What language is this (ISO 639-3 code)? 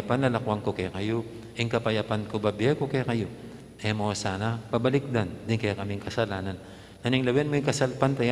pam